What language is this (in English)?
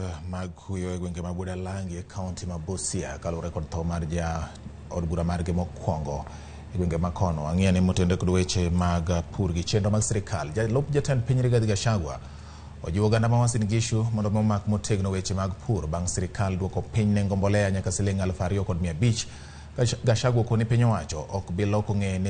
Luo (Kenya and Tanzania)